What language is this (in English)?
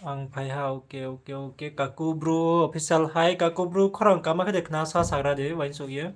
Riang (India)